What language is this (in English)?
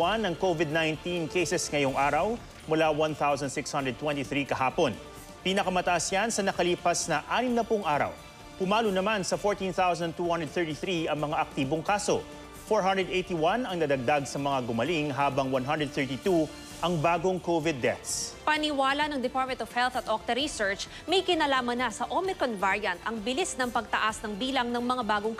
Filipino